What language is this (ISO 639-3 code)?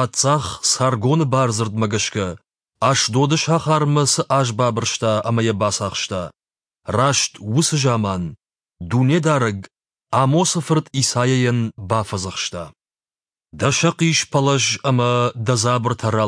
oss